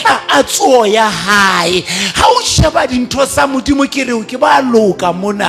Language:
Southern Sotho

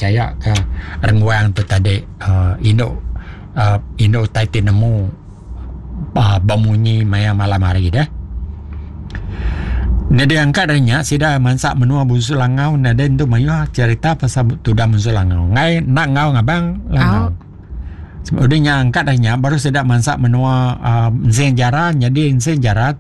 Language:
Iban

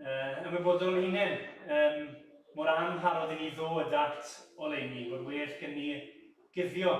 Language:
Welsh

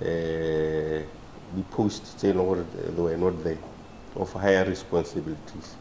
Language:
Tswana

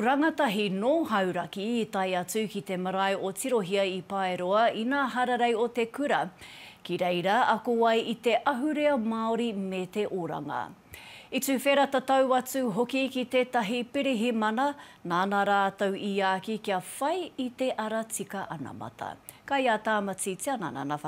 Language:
Māori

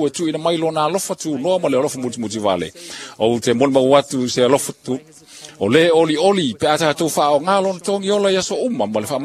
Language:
Samoan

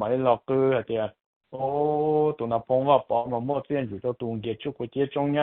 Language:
Hmong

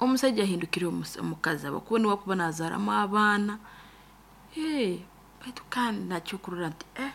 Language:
Nyoro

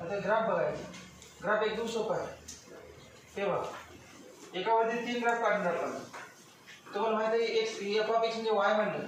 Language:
Marathi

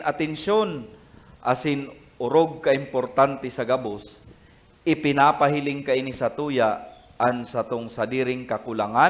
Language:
Bikol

